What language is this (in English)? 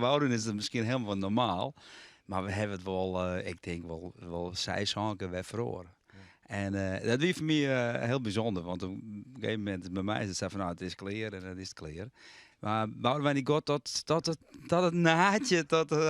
Western Frisian